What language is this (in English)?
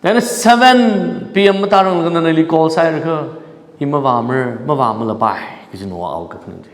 Tangkhul Naga (India)